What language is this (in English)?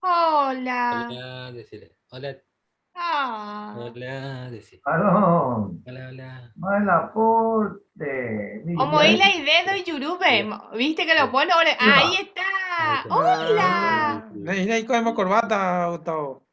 Guarani